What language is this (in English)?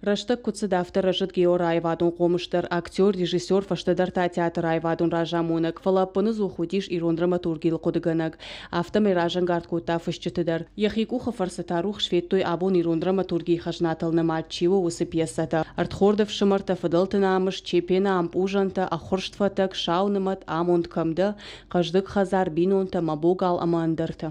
Ossetic